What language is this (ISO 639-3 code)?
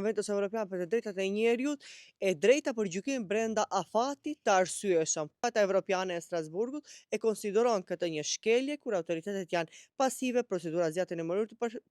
sqi